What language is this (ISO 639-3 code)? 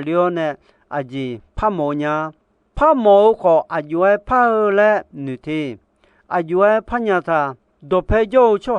ahk